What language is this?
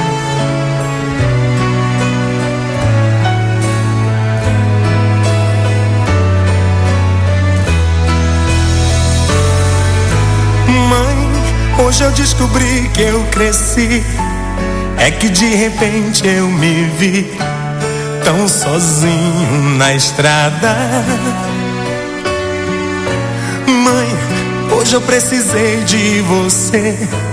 Portuguese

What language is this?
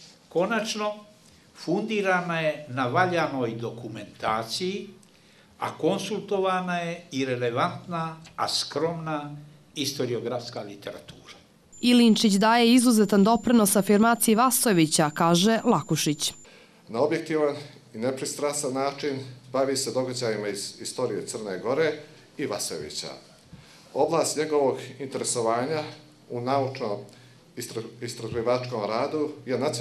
Bosnian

